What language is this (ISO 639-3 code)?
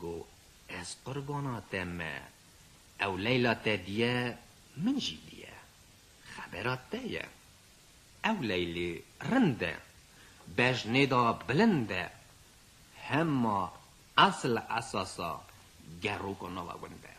kur